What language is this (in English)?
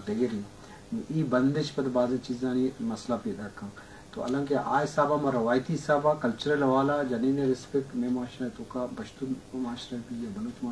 Eastern Balochi